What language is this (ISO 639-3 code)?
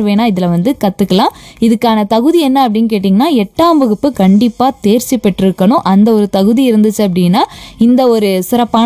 tam